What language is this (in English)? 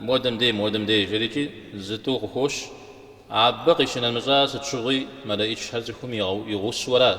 Kabardian